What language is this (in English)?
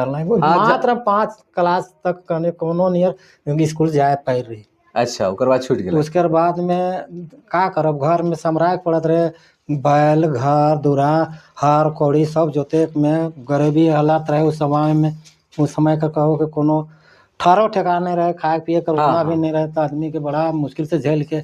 Sadri